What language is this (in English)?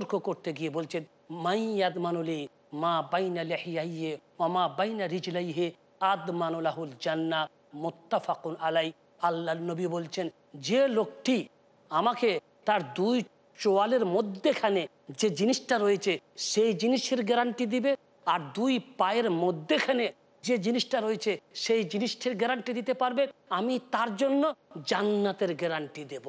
Bangla